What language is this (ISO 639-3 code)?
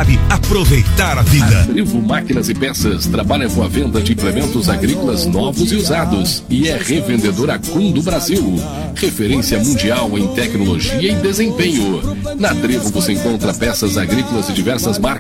por